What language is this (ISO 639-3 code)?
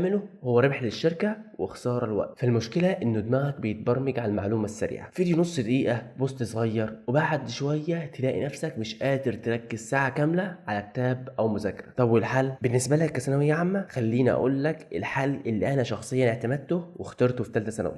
arz